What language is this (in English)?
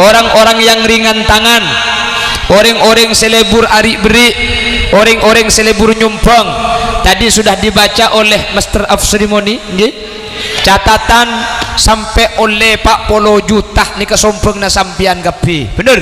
Madurese